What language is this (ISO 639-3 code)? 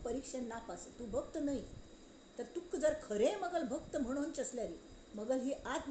kok